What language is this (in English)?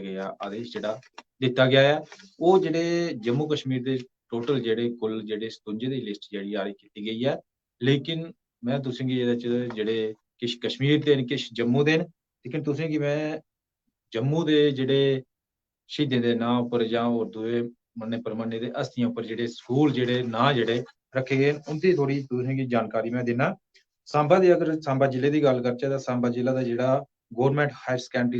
Dogri